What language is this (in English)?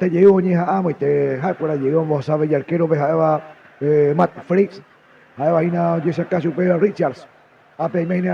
Guarani